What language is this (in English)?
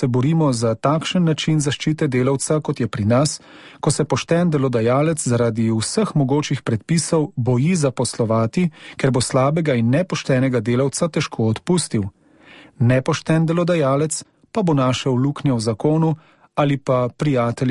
Slovenian